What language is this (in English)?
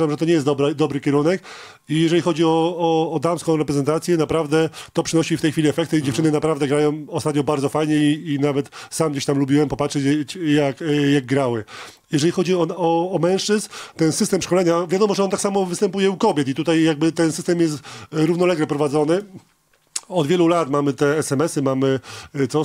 Polish